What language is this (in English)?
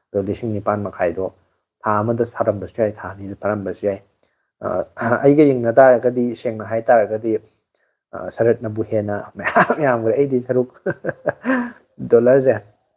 Manipuri